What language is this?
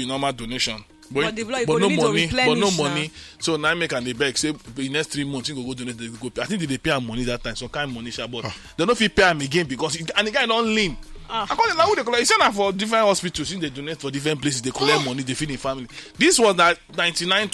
Nigerian Pidgin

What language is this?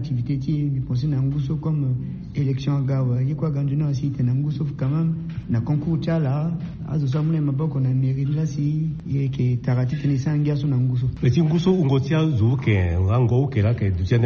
Sango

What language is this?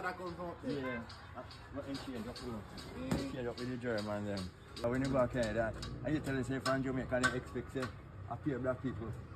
Jamaican Creole English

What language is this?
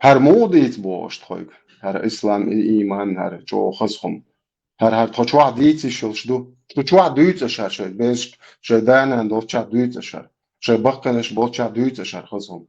Chechen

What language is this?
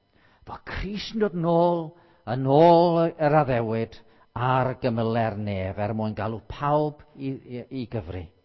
Welsh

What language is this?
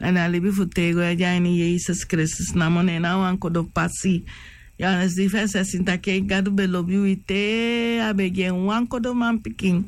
Sranan Tongo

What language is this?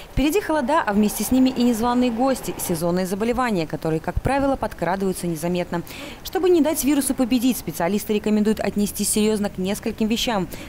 Russian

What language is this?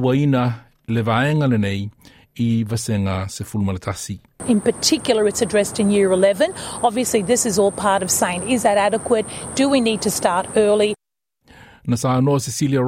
Samoan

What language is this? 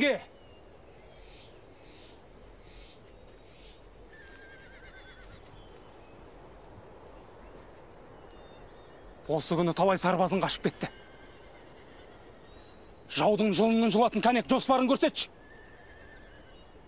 Kazakh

